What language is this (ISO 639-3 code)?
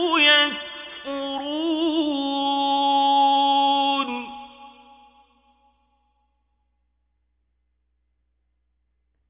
ara